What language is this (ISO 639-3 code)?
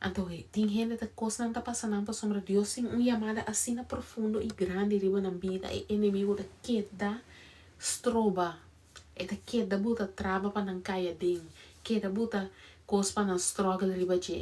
pap